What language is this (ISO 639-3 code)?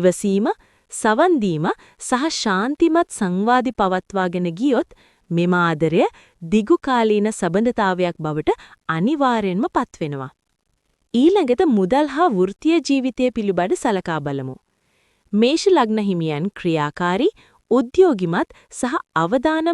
sin